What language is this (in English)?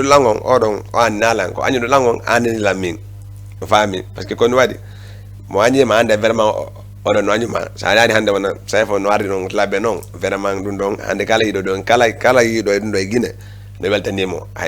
Fula